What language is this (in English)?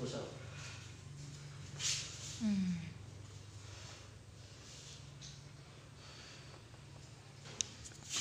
Filipino